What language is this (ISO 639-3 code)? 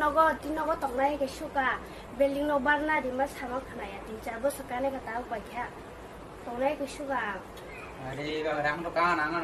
trp